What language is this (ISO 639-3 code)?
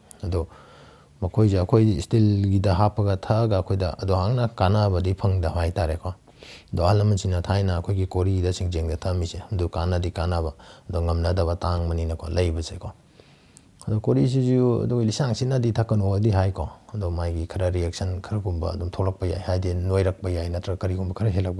mni